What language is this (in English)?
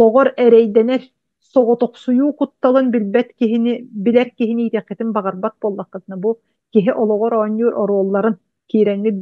Yakut